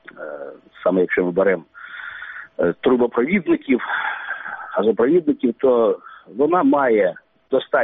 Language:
Ukrainian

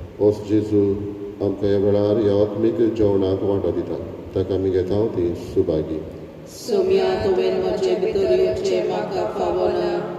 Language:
Konkani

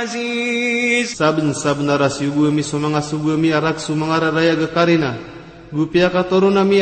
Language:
Maranao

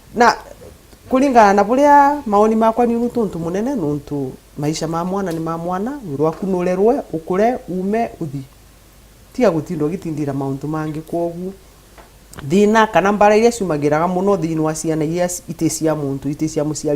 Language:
Meru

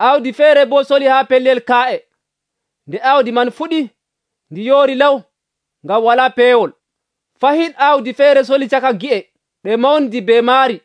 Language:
Nigerian Fulfulde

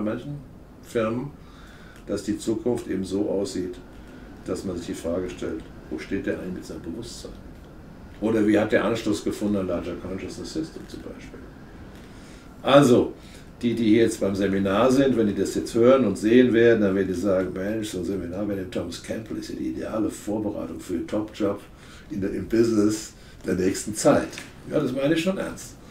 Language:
German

